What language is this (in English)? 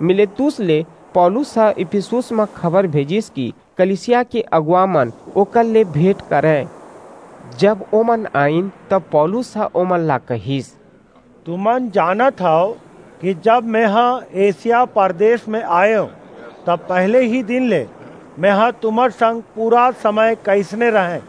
Chhattisgarhi